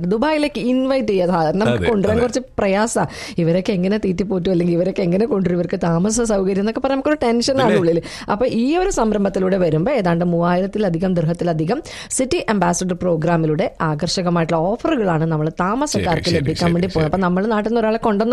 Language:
Malayalam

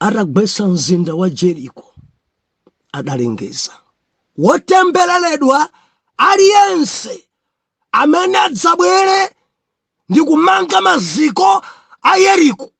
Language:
Nyanja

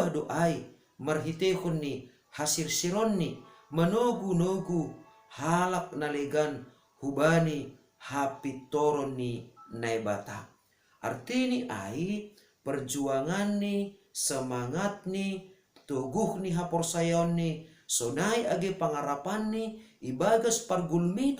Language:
Batak Simalungun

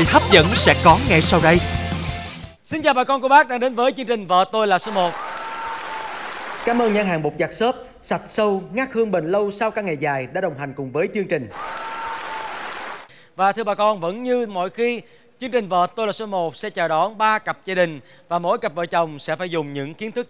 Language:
Vietnamese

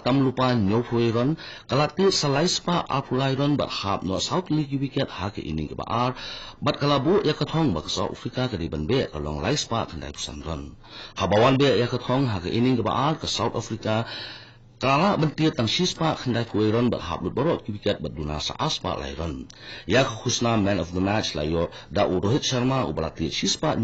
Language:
Khasi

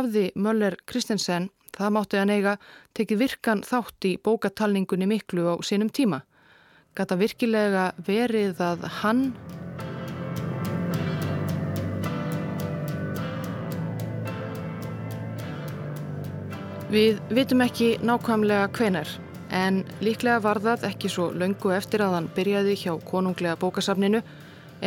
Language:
Icelandic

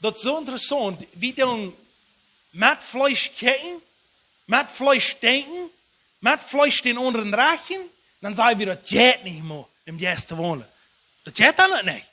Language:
Plautdietsch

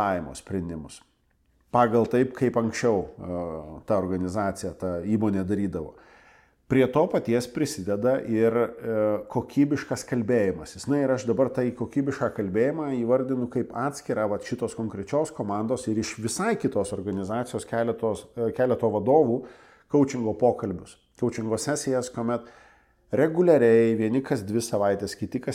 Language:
Lithuanian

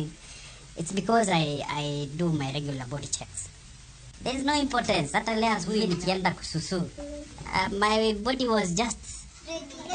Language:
Luo (Kenya and Tanzania)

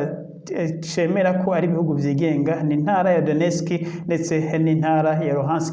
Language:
Rundi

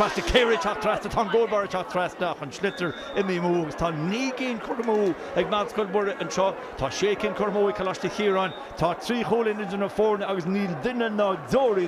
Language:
Irish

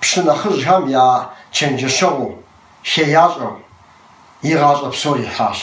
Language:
Kabardian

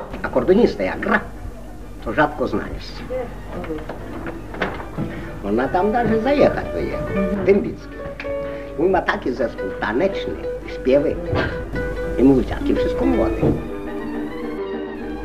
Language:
Polish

